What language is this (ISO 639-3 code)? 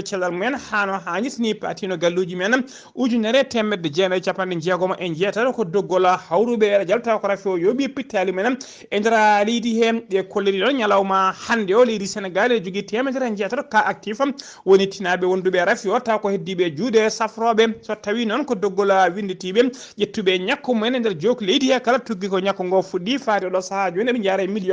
ful